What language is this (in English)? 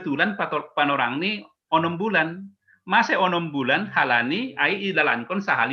Batak Simalungun